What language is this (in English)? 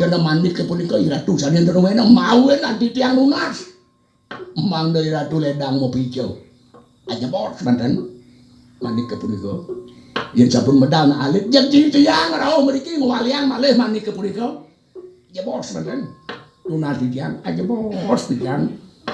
Balinese